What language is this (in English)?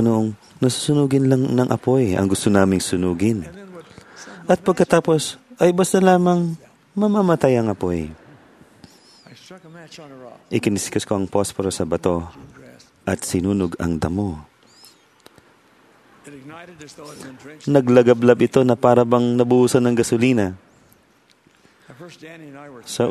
Filipino